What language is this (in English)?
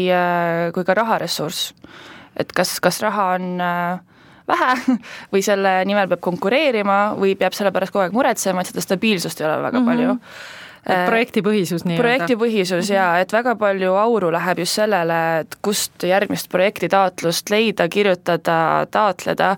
Estonian